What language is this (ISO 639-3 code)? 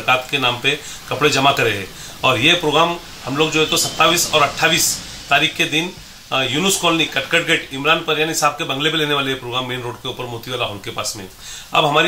mar